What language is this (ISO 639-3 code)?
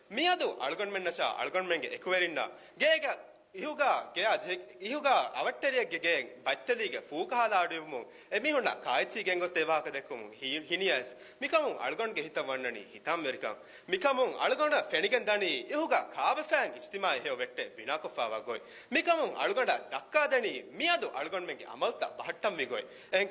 div